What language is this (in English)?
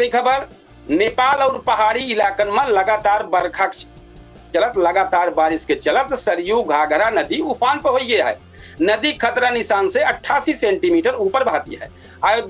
Awadhi